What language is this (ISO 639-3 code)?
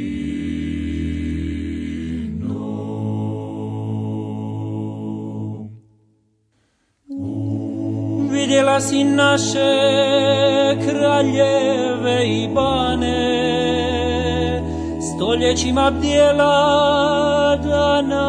hrv